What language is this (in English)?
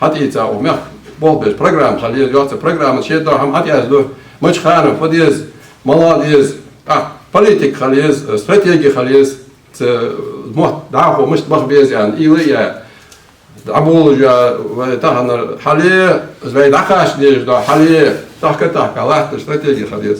Ingush